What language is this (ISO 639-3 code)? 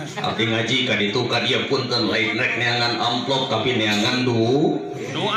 sun